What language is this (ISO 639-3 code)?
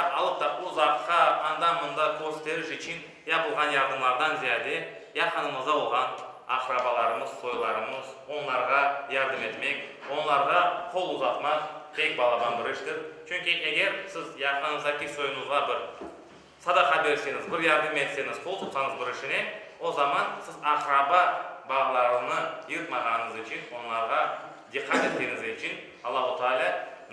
crh